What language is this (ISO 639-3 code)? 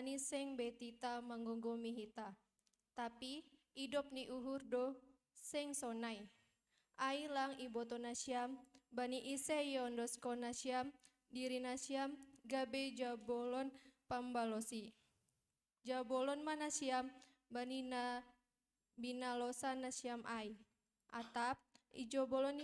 bts